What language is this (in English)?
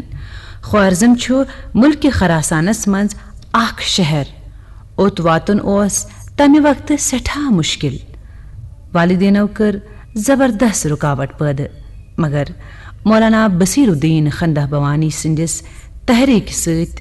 Kashmiri